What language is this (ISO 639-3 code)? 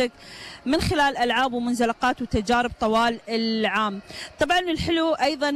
afb